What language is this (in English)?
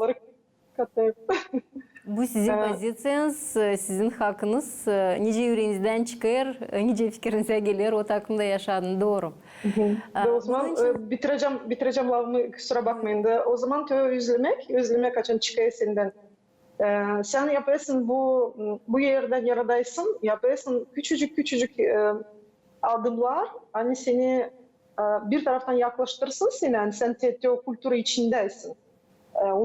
Gagauz